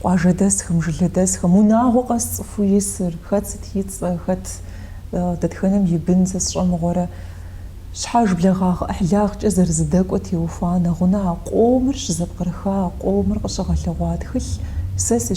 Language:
Kabardian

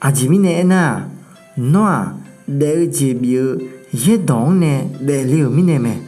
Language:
Akha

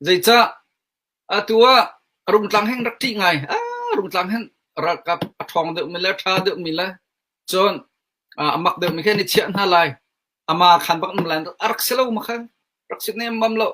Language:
Hakha Chin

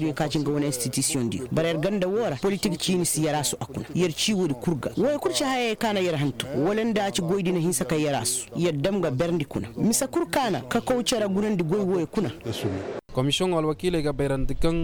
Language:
Koyraboro Senni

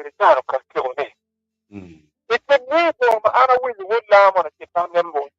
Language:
Acoli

